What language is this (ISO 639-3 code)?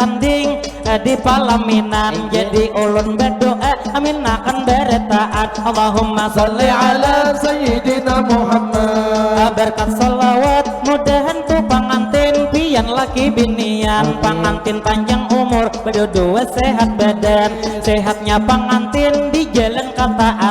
bjn